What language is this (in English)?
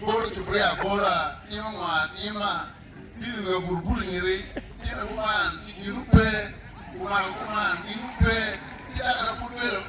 Acoli